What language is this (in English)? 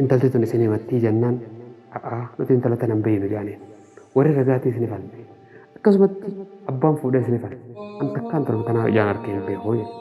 Oromo